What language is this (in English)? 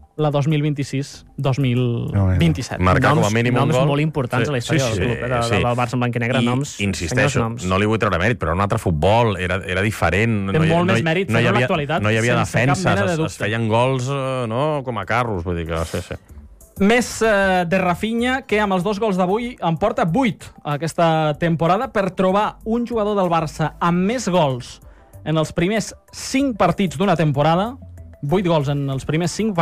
Catalan